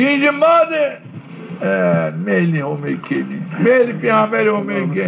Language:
Zaza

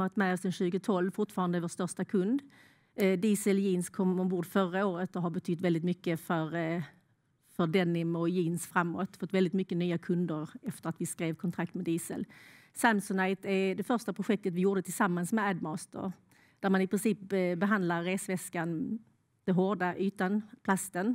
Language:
Swedish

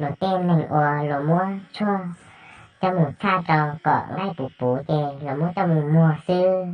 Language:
Hmong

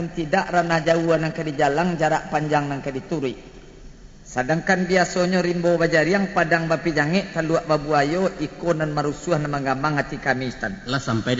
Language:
Minangkabau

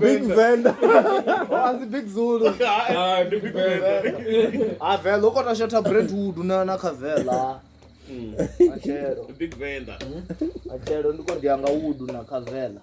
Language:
Venda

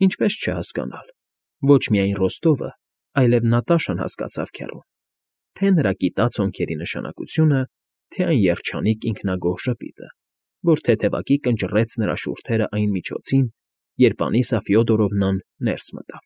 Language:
Armenian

